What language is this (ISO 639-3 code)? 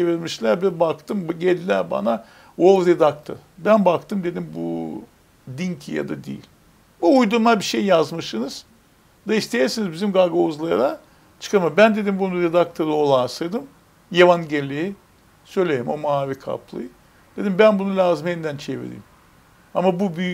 gag